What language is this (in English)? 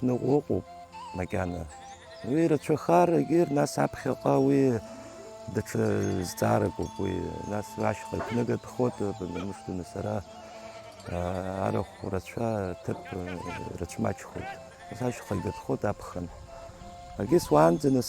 Abkhazian